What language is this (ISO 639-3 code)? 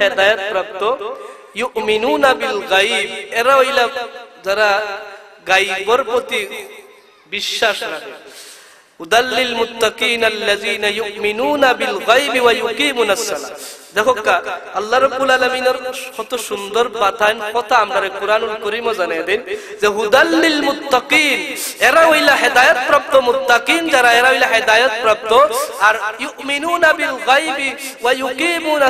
syl